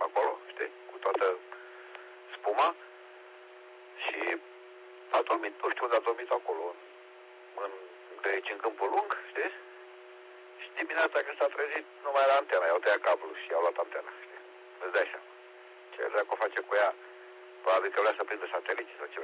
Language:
Romanian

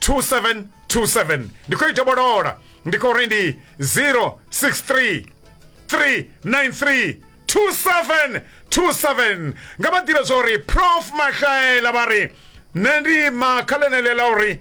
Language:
Venda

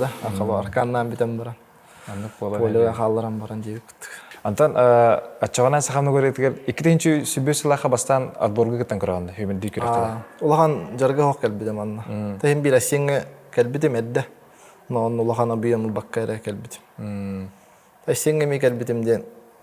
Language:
Yakut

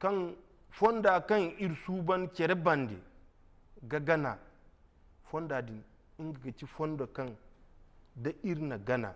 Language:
Zarma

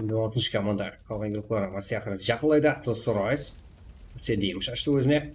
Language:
Kara-Kalpak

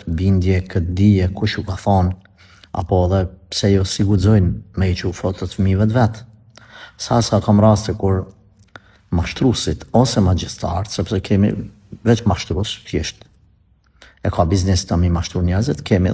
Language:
Albanian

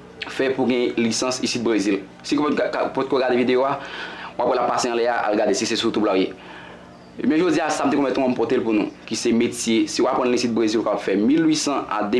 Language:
Haitian Creole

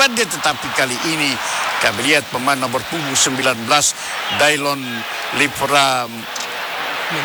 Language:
Indonesian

